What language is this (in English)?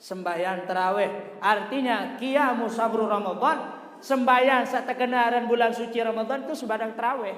Sasak